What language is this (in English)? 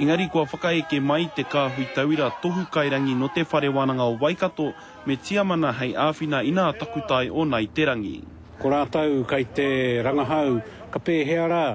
Māori